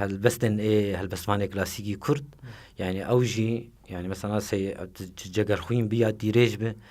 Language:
Kurdish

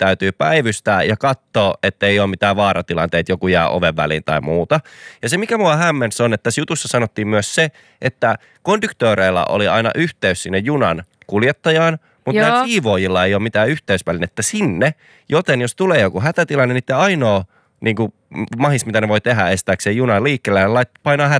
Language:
Finnish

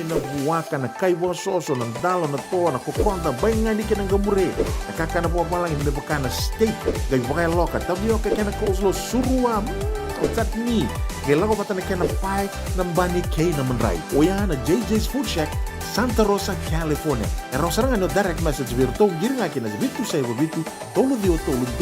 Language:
Fijian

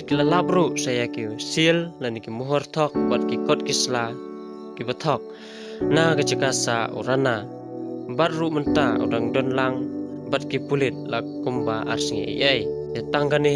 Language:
Khasi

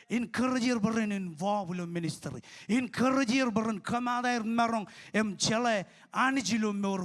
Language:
Marshallese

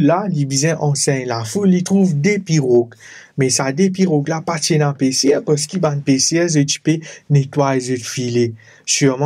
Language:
Morisyen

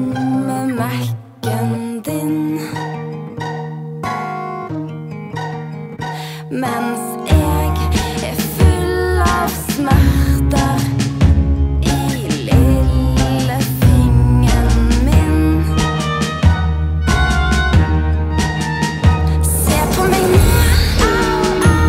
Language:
Norwegian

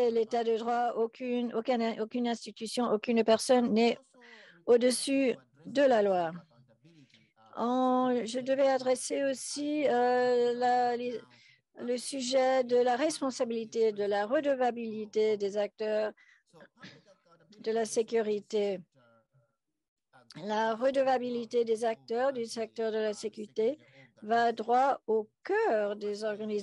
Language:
French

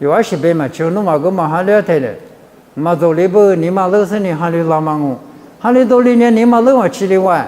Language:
Lisu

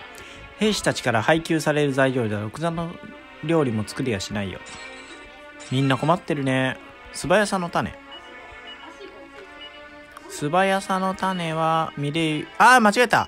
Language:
Japanese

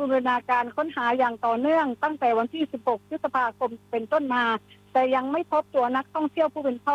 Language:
Thai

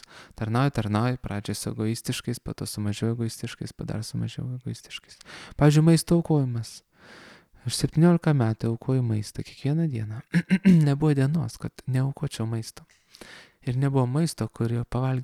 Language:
Lithuanian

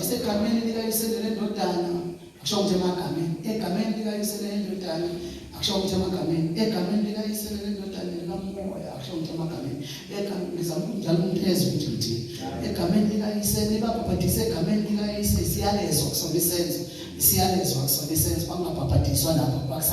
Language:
Zulu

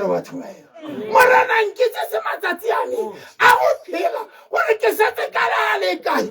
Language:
Tswana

